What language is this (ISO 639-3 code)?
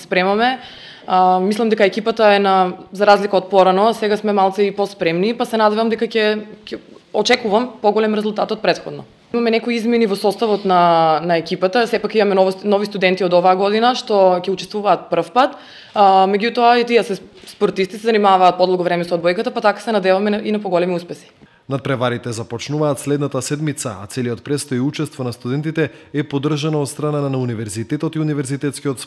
mkd